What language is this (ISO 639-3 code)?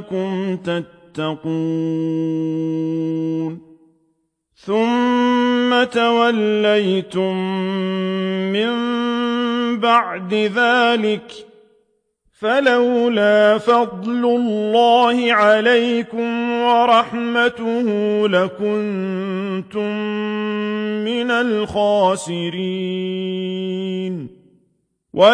ara